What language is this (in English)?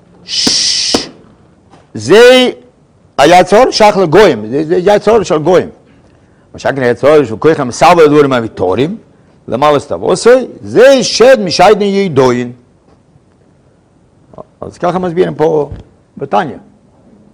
Hebrew